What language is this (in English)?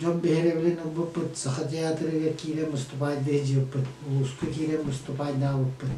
Yakut